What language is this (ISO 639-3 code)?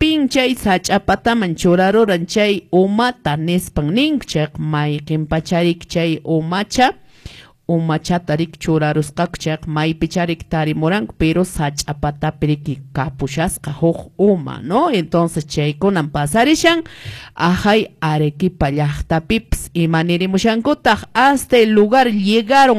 que